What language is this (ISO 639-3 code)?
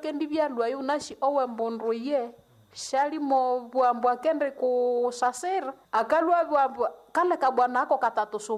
nnb